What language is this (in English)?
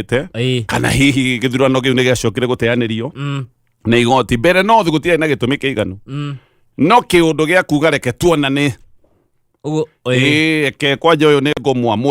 Kikuyu